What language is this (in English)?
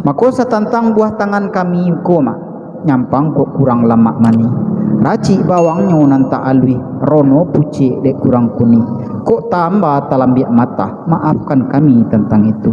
Minangkabau